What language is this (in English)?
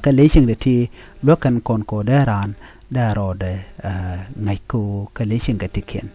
Nuer